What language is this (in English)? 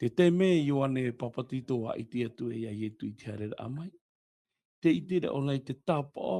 Tahitian